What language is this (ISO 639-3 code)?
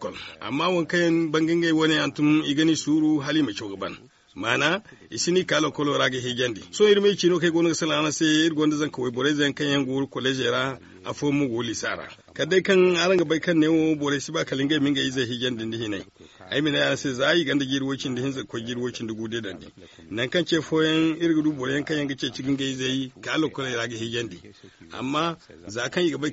dje